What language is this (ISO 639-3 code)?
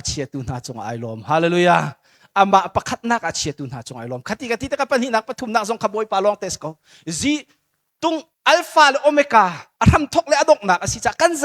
cnh